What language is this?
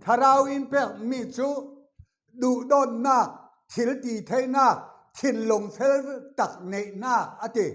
Falam Chin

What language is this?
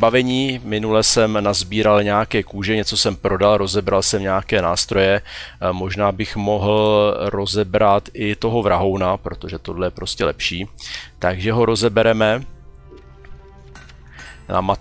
Czech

